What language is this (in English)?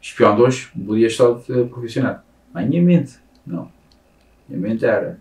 Kabuverdianu